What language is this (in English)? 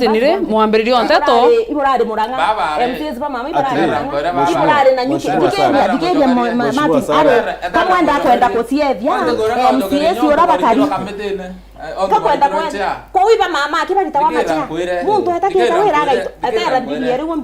Meru